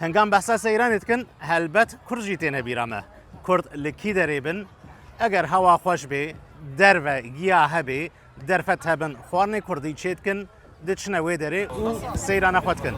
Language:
Kurdish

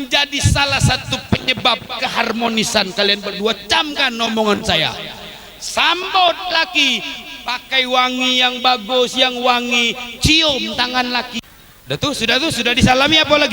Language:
Musi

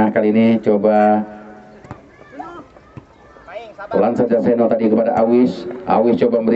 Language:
Indonesian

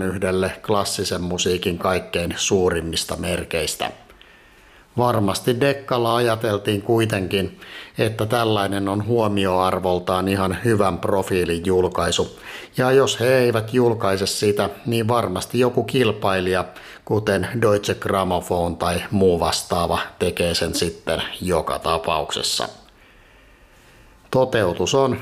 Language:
Finnish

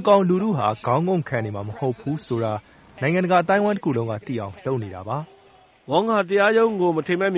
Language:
Burmese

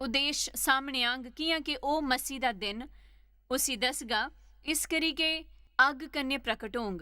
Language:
Dogri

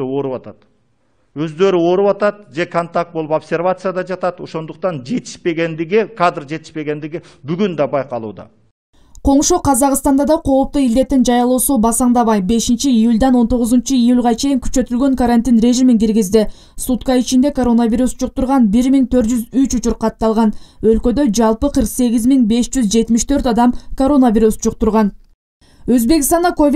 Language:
Kyrgyz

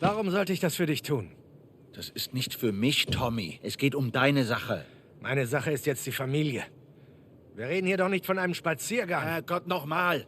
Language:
Bavarian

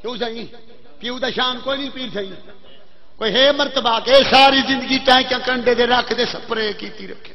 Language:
Saraiki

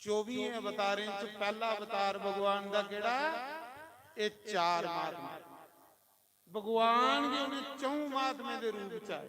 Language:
Dogri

